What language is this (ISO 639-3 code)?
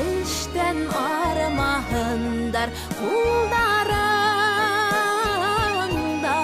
bak